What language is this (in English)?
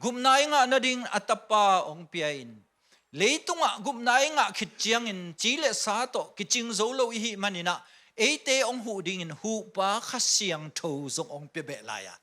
Tedim Chin